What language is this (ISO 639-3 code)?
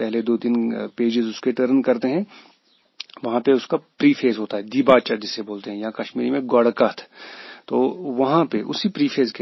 hin